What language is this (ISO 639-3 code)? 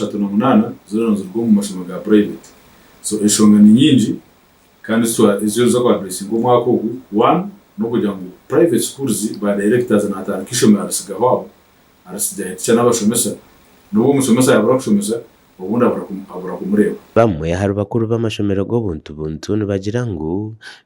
nyn